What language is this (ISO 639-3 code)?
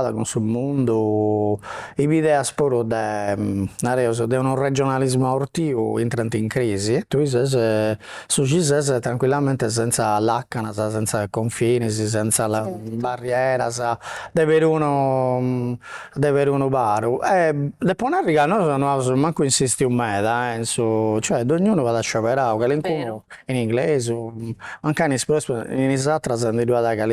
srd